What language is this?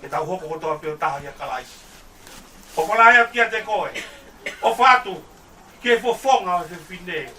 Tongan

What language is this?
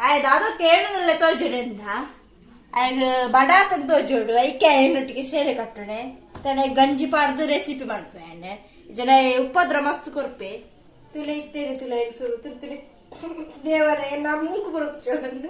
Tulu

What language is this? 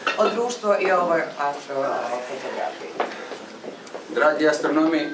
Croatian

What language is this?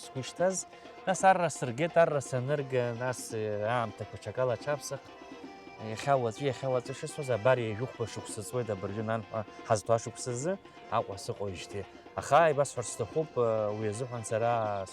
Abkhazian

